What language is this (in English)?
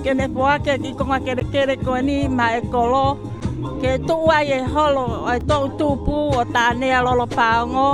Tongan